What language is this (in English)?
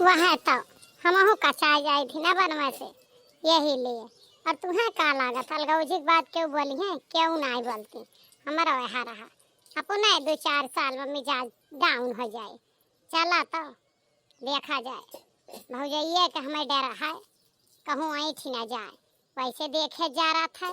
Awadhi